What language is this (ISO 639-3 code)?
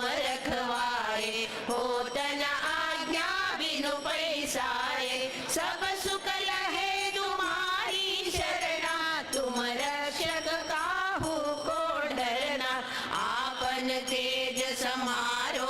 kok